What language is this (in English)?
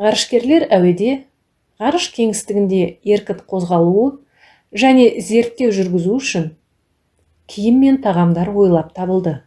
Kazakh